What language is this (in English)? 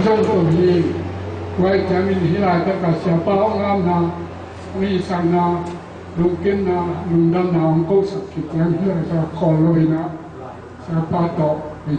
Tedim Chin